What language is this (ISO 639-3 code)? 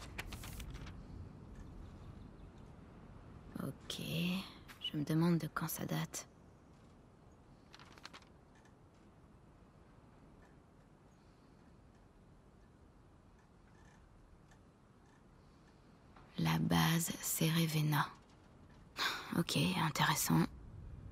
fra